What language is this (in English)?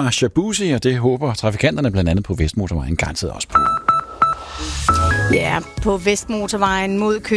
Danish